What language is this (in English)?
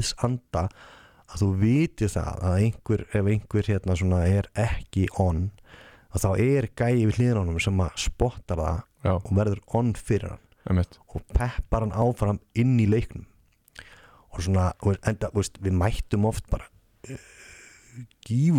Icelandic